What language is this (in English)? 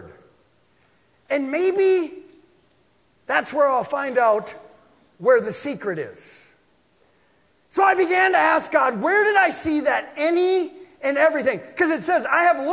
English